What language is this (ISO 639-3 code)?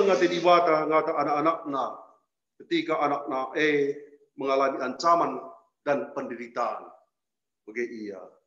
btx